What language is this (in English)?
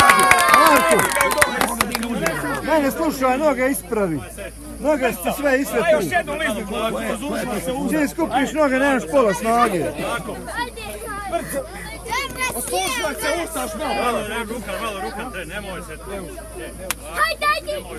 Croatian